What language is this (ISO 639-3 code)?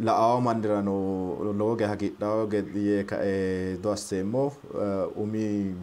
sid